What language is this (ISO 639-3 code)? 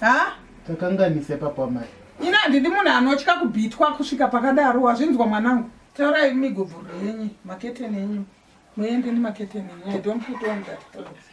sna